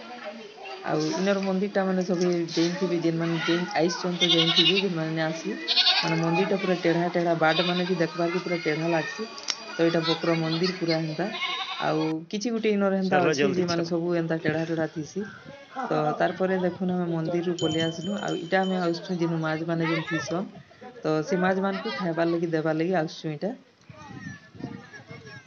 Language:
Sambalpuri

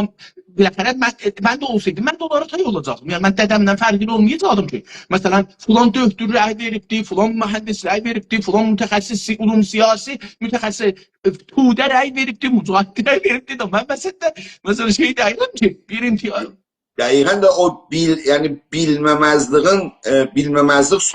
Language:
South Azerbaijani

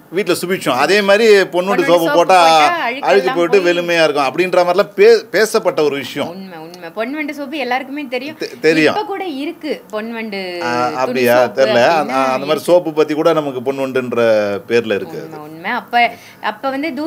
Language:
Tamil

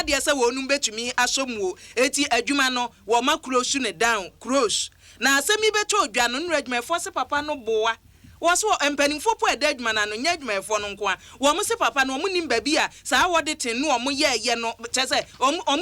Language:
Akan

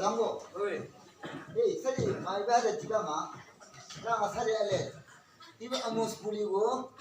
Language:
Chang Naga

